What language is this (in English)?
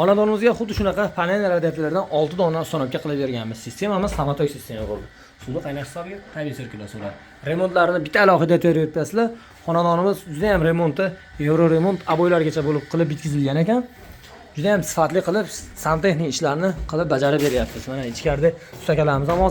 Uzbek